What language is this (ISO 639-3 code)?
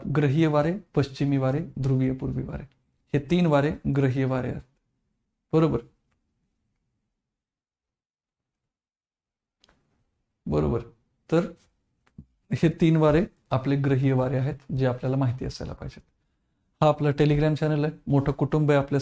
mar